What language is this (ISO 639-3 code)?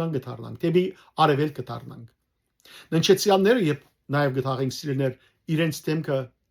hyw